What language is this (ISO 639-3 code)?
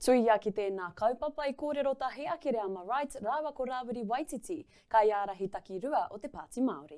mri